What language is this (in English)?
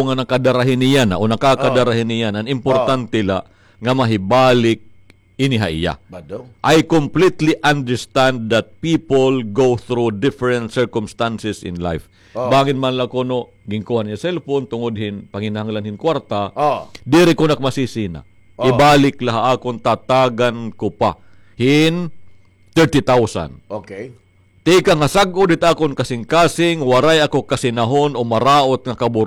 Waray